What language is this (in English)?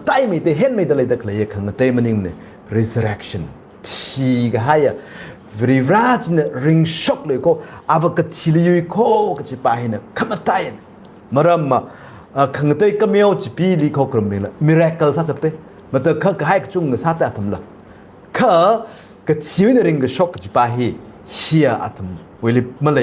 Tangkhul Naga (India)